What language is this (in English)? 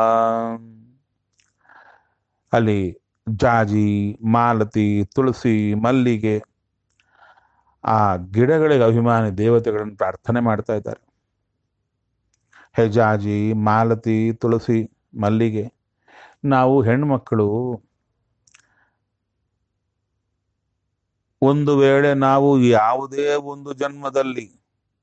Kannada